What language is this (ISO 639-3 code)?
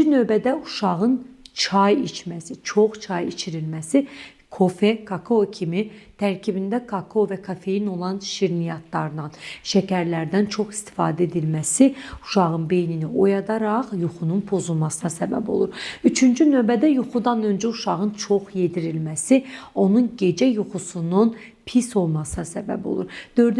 aze